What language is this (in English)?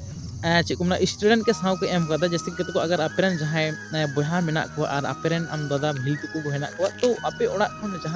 Santali